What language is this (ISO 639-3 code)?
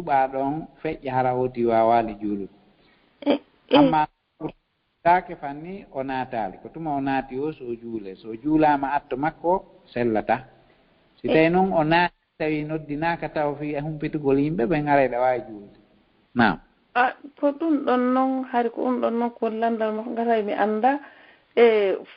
ful